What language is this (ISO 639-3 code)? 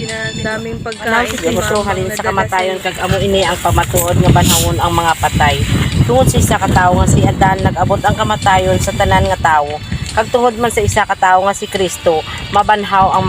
hil